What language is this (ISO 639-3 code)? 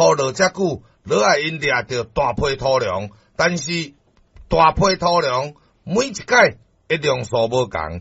nan